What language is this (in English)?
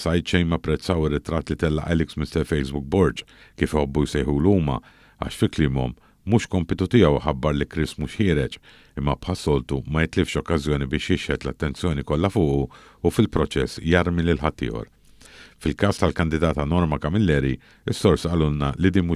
Maltese